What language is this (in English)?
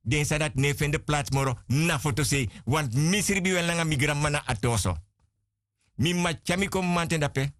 Sranan Tongo